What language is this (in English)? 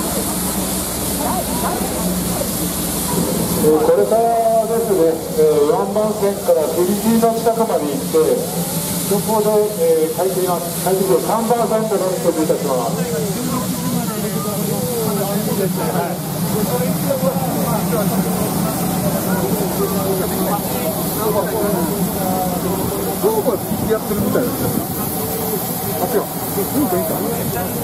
Japanese